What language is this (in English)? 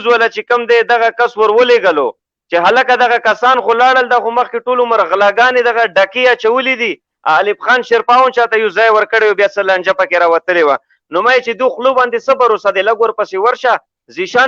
Pashto